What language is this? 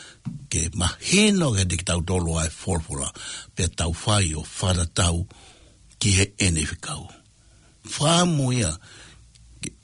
Tongan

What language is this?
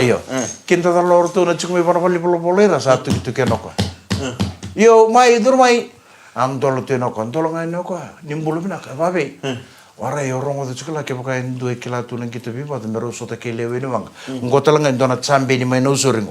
Fijian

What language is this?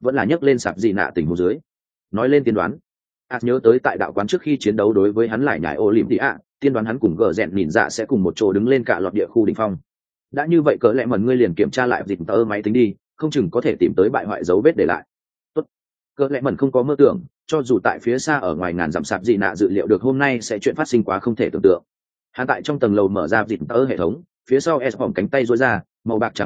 Vietnamese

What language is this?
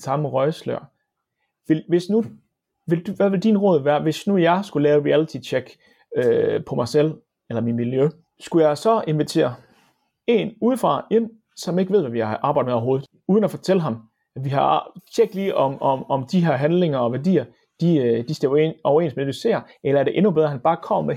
Danish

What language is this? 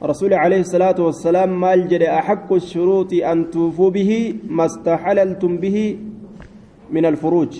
Oromo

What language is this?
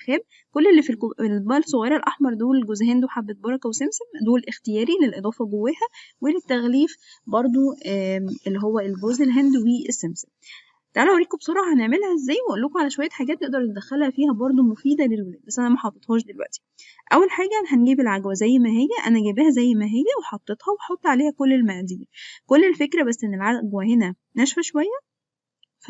Egyptian Arabic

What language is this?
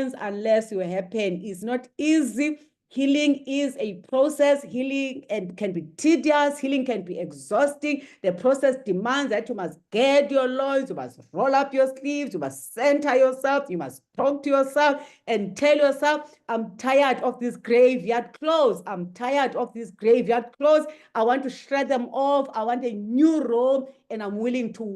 English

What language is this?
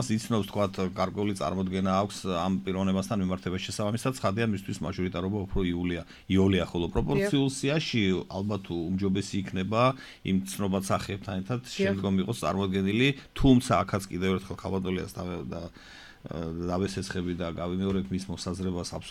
Georgian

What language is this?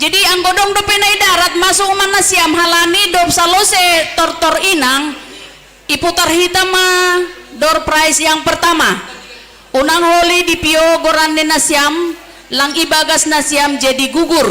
Batak Simalungun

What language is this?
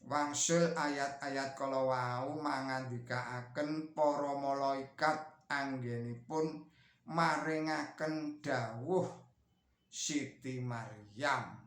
Javanese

